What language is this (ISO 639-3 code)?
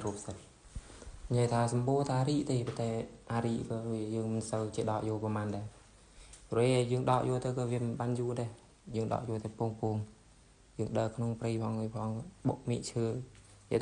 khm